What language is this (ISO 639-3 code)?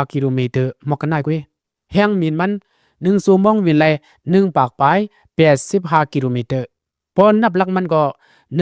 shn